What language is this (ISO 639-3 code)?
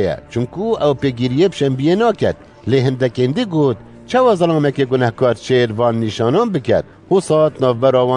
kur